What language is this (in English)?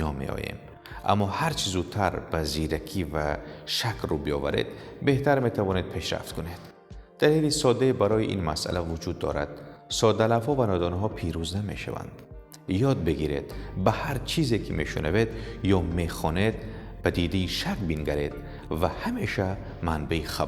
Tajik